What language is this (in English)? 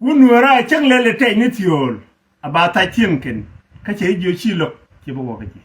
Nuer